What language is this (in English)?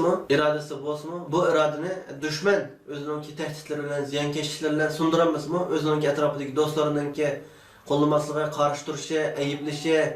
Uyghur